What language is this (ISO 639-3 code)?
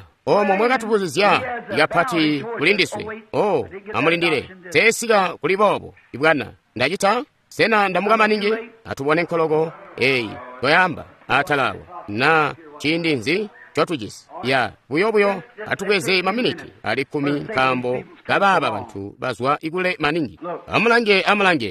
toi